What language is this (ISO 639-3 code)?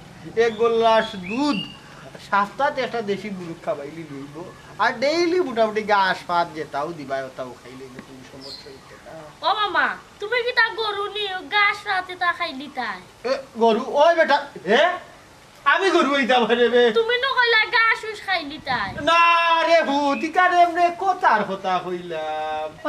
syl